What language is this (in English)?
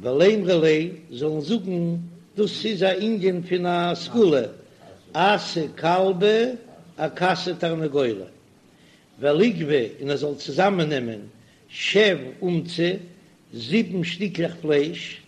Yiddish